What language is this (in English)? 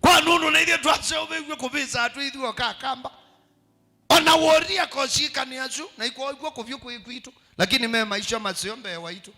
Kamba